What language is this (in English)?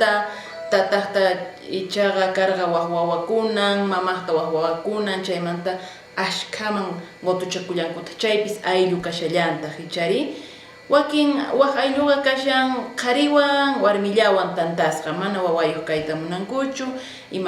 South Bolivian Quechua